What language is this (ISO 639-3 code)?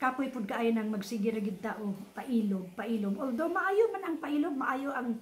ceb